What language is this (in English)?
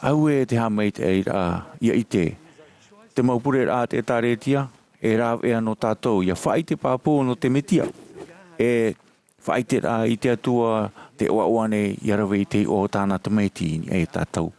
Tahitian